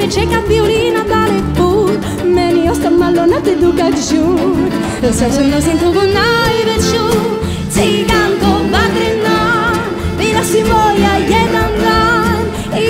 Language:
Serbian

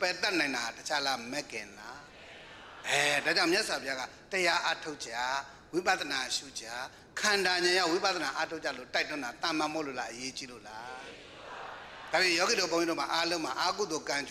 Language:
Burmese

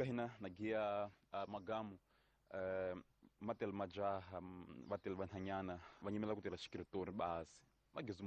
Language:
Tsonga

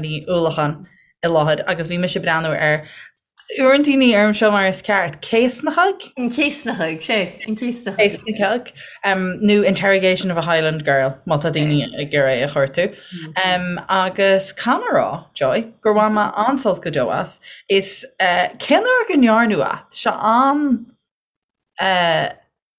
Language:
Irish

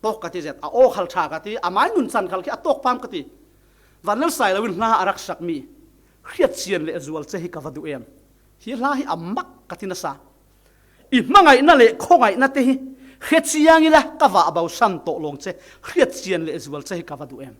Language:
Falam Chin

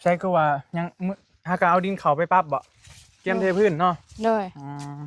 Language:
Northeastern Thai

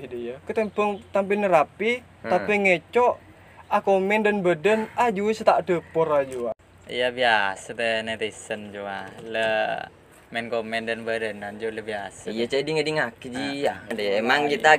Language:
Madurese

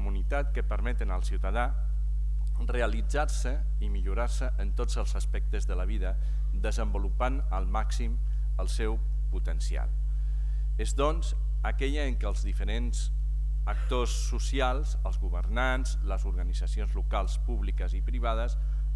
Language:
Catalan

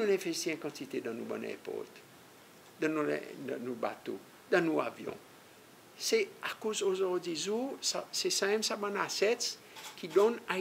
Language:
Seselwa Creole French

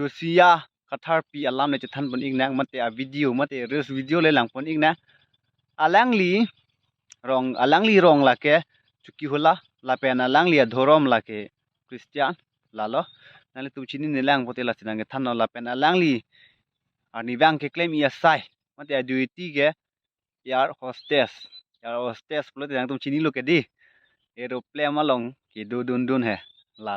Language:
Karbi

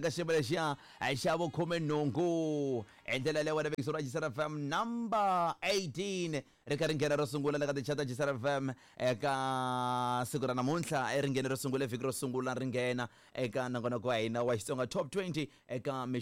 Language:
Tsonga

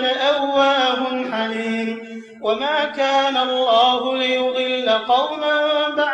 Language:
Arabic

